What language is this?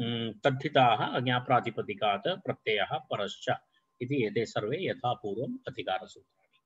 Sanskrit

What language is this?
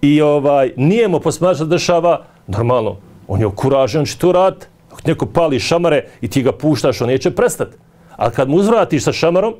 Bosnian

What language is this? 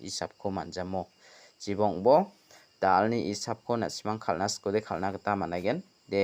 Garo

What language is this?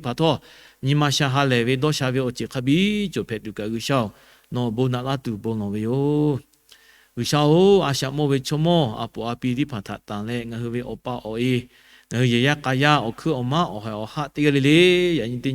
Lahu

